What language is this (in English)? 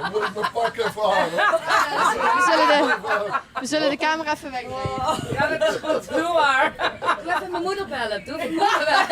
Limburgish